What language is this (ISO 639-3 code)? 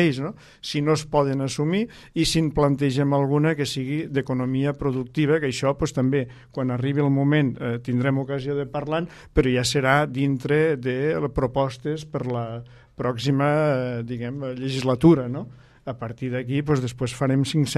cat